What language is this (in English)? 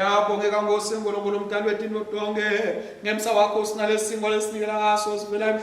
Swati